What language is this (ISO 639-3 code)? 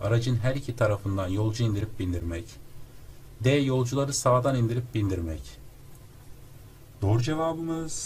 tur